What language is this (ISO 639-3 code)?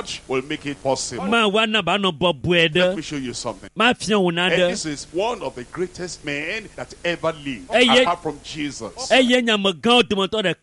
ewe